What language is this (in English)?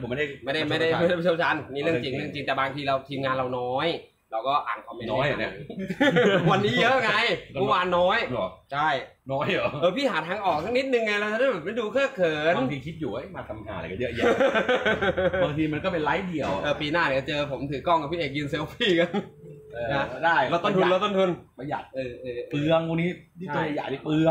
Thai